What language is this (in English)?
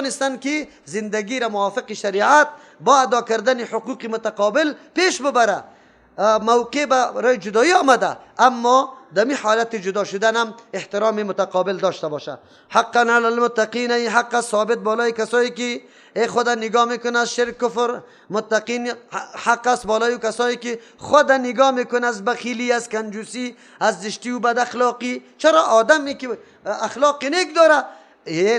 Persian